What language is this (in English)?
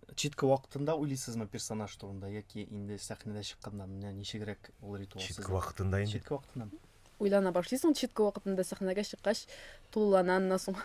Tatar